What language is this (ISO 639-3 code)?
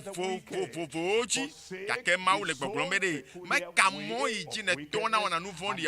ewe